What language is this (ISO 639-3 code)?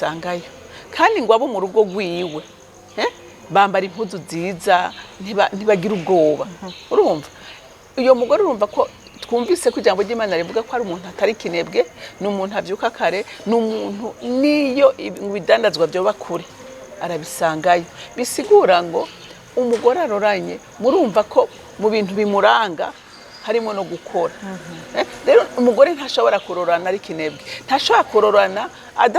run